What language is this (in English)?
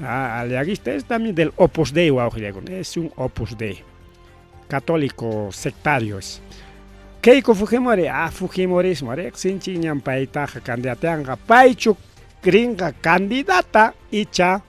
Ayacucho Quechua